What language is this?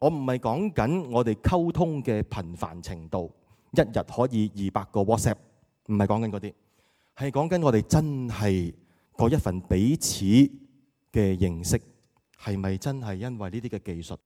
Cantonese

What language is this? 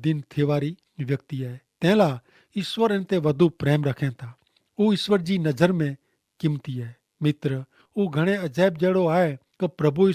Kachhi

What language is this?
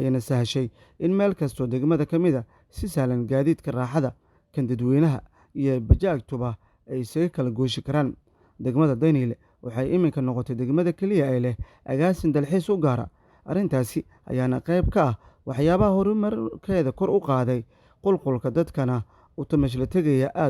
Somali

